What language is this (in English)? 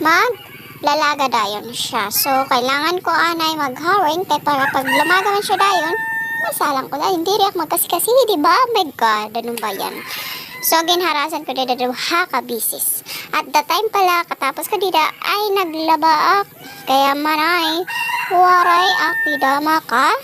Waray